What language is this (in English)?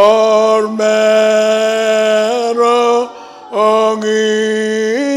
Marshallese